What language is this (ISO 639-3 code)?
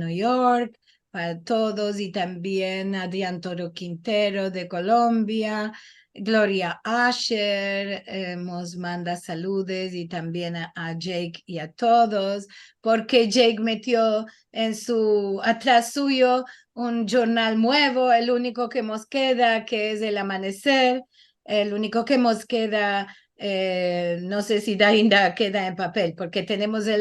lad